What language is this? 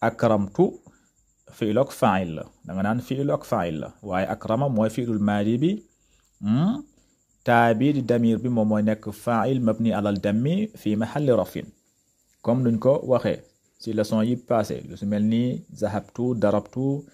Wolof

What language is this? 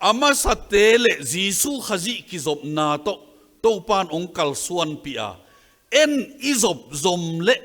Tedim Chin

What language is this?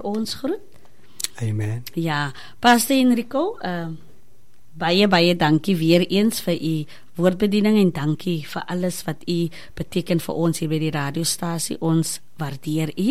Afrikaans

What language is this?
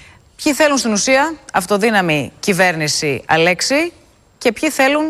Greek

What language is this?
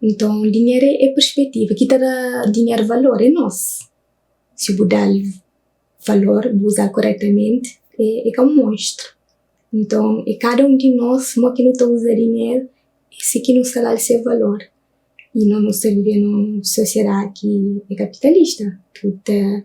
Kabuverdianu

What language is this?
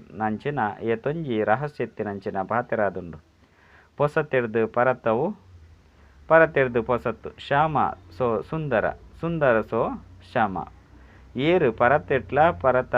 Tulu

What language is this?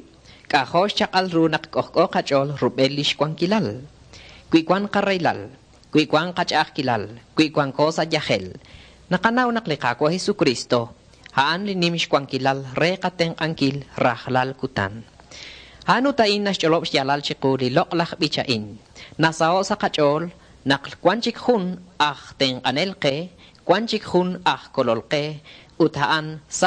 Kekchí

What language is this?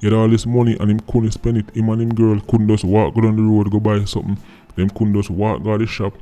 Jamaican Creole English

